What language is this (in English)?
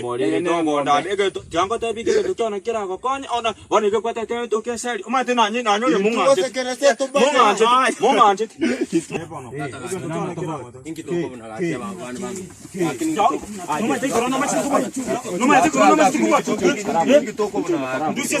Gusii